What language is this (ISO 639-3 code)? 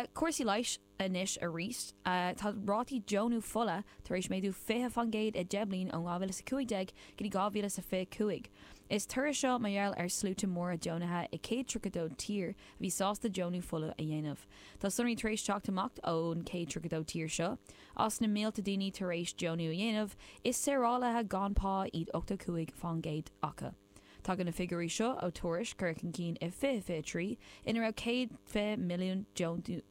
gle